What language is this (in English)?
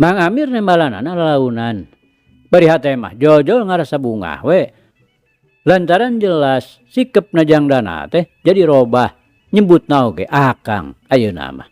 Sundanese